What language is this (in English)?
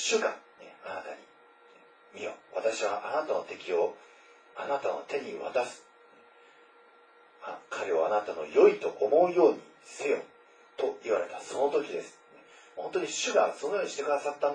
Japanese